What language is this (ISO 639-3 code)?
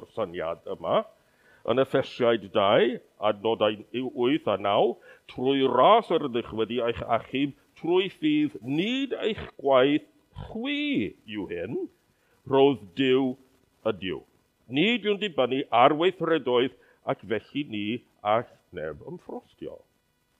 cym